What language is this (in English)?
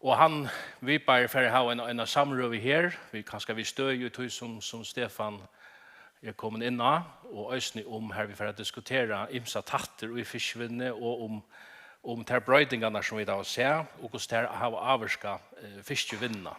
Faroese